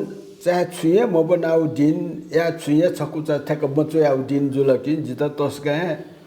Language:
Newari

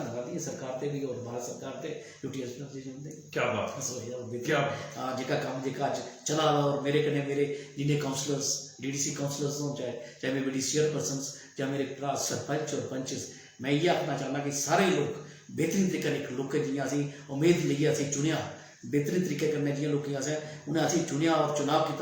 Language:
Dogri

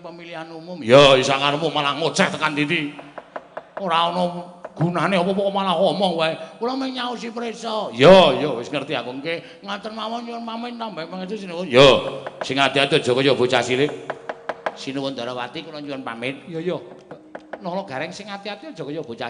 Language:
Javanese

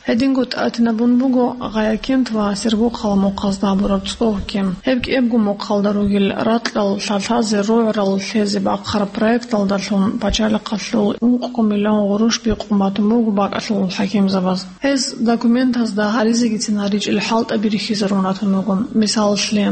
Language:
Avaric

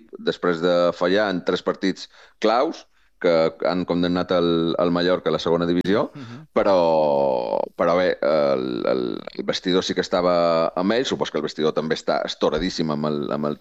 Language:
Catalan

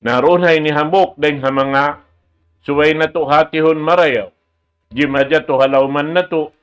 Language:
Tausug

